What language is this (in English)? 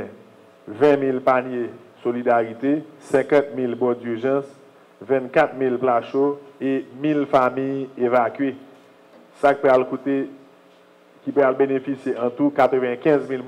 Haitian Creole